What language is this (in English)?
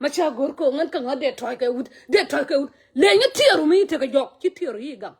Nuer